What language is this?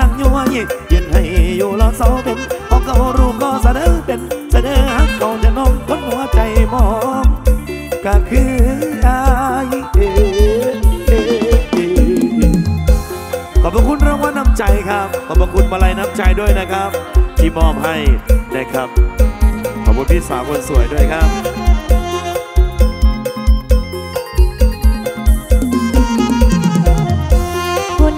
Northeastern Thai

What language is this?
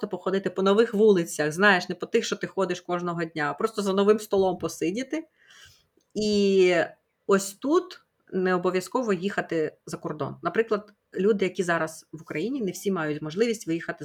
Ukrainian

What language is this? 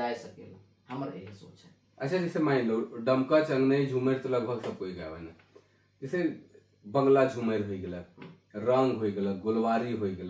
Sadri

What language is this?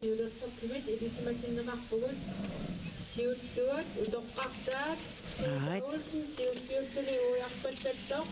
Kalaallisut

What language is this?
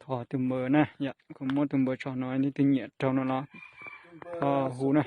Hmong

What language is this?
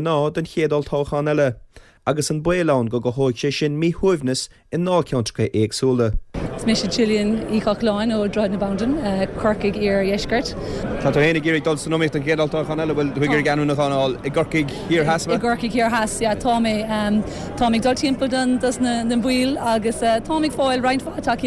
Irish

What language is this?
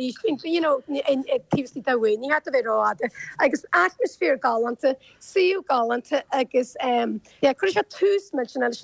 Irish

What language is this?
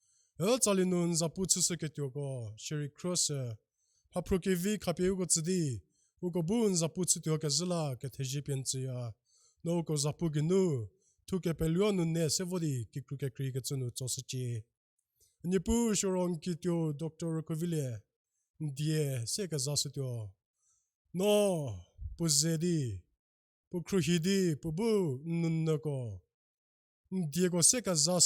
Angami Naga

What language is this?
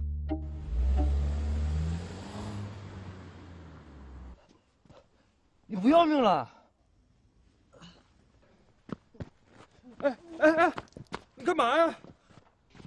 Chinese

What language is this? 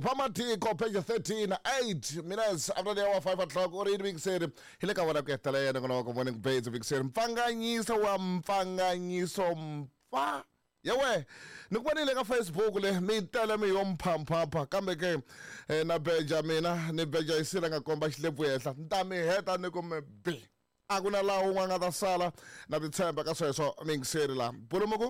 Tsonga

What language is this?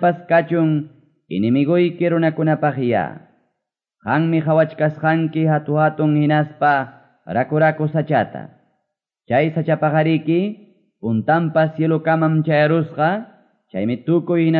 Quechua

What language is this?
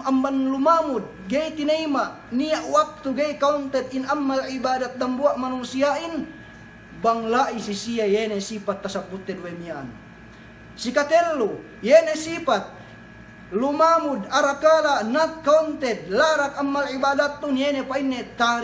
Yakan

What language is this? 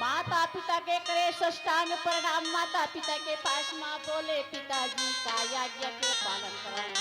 Chhattisgarhi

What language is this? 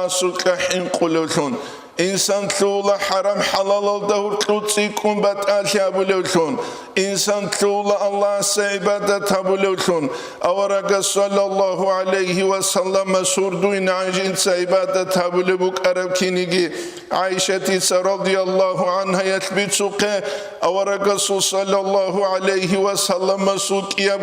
Avaric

